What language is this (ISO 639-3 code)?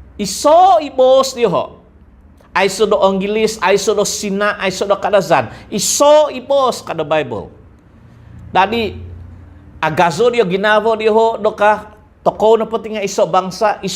dtp